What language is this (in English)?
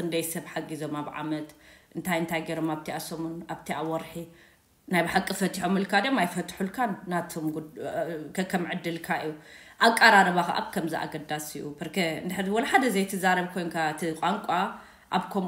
Tigrinya